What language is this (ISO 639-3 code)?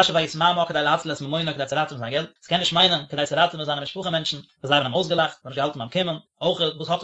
yid